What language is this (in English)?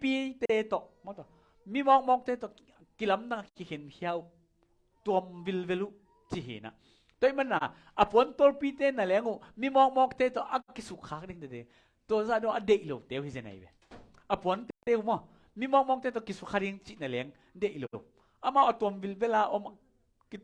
Tedim Chin